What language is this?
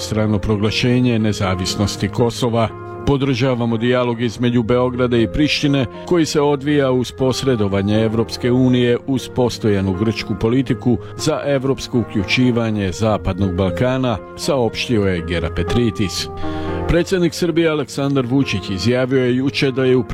Croatian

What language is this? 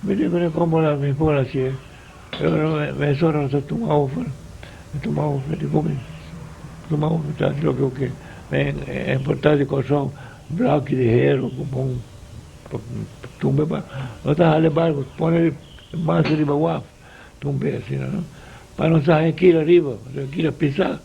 Papiamento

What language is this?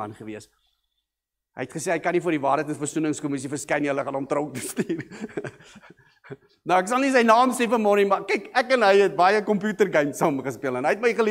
Afrikaans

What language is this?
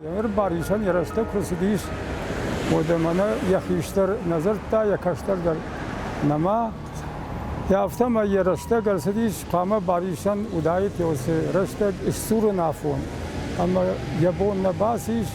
Ossetic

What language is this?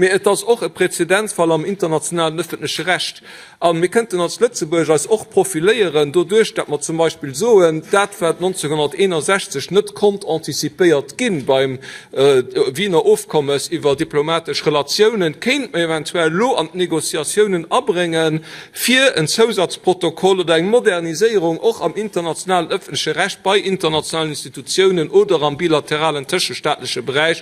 Luxembourgish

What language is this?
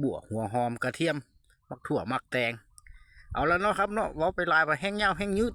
Lao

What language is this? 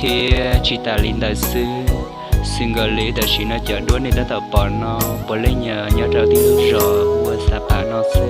Hmong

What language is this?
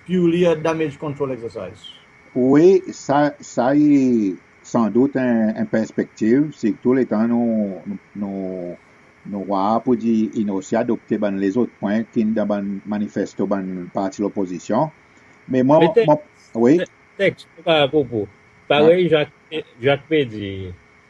Seselwa Creole French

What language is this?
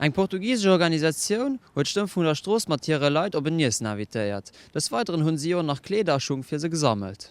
Luxembourgish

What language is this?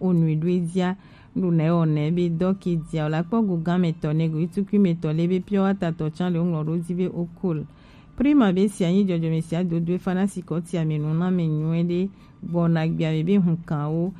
Gen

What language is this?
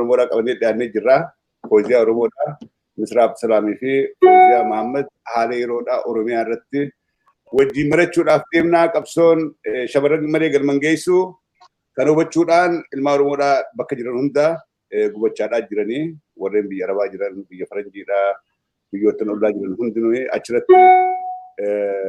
Oromo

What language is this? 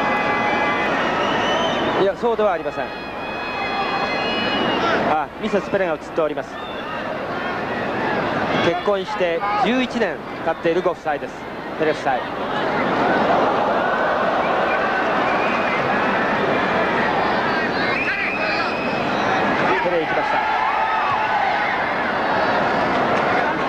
Japanese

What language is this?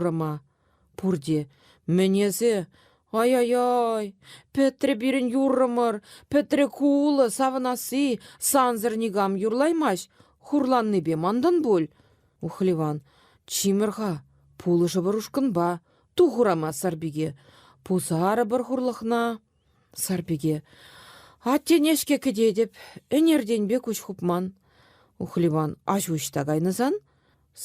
Chuvash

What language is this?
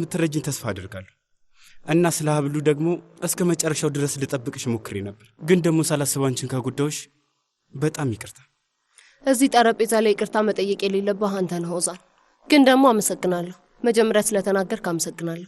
Amharic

